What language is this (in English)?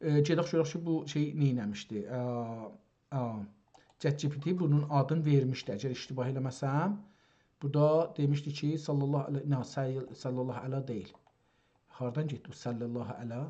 South Azerbaijani